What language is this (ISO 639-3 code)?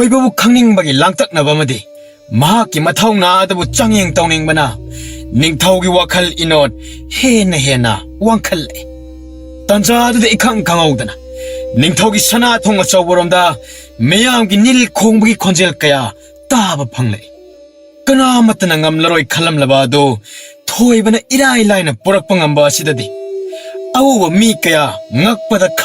mni